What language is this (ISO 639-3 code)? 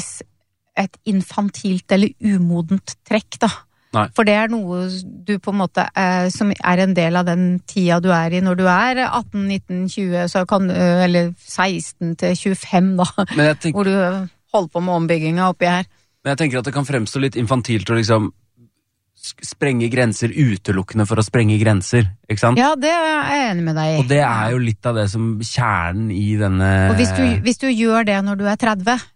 nor